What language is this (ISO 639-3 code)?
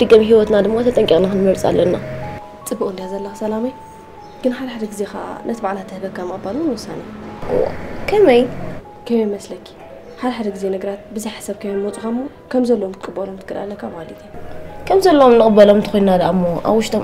tir